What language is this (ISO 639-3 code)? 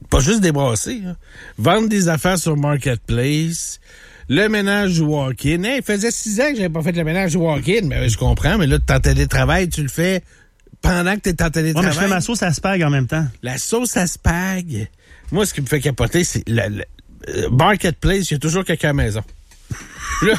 fra